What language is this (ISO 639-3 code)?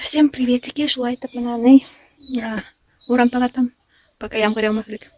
bak